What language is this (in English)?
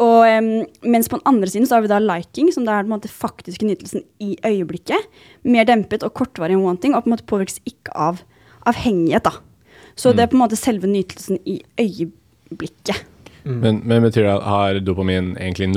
Norwegian